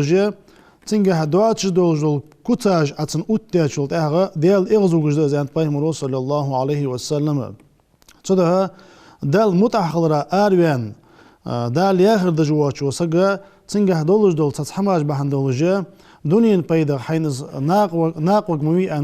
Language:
Ingush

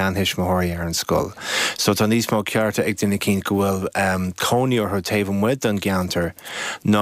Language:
Irish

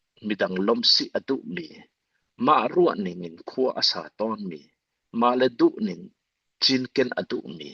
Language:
Hakha Chin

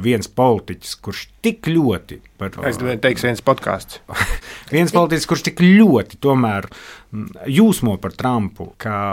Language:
Latvian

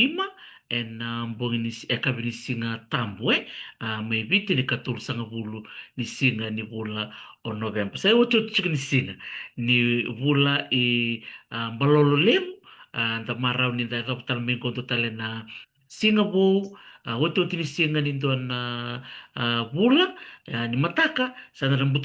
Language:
Fijian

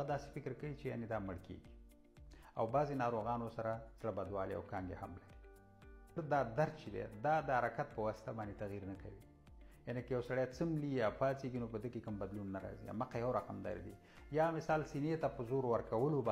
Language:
Pashto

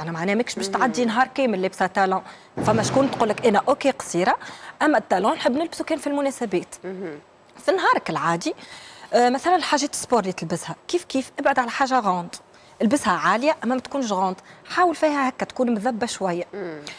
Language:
Tunisian Arabic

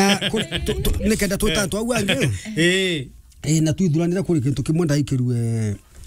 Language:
Meru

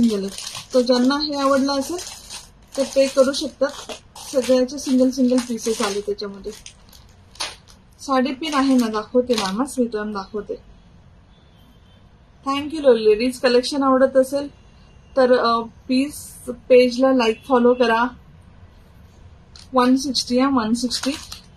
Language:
Marathi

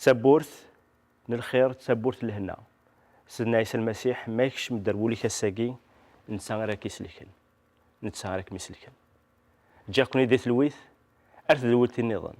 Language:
Kabyle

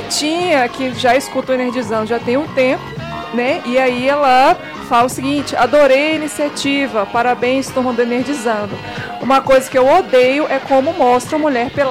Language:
Portuguese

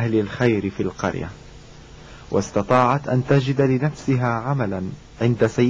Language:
Arabic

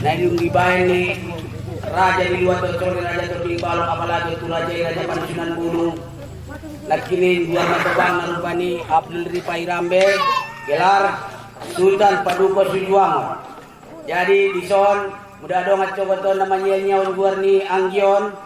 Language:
Batak Angkola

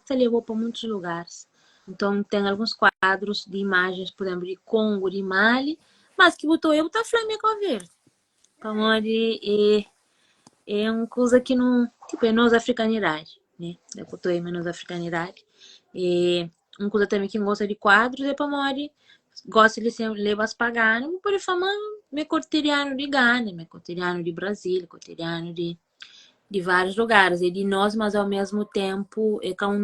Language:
Kabuverdianu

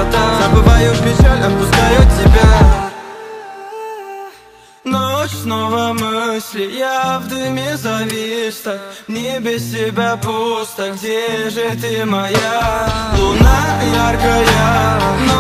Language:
Russian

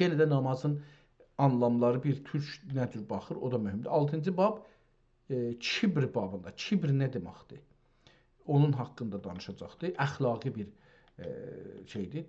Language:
South Azerbaijani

